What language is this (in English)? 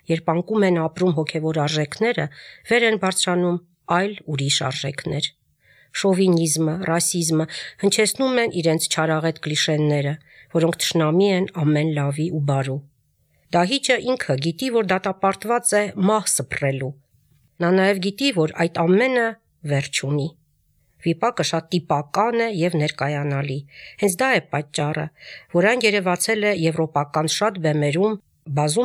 Armenian